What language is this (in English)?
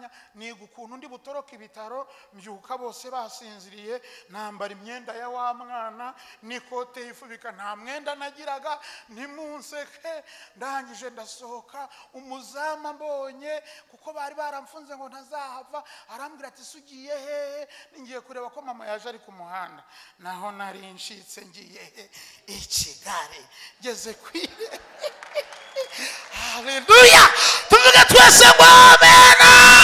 Kinyarwanda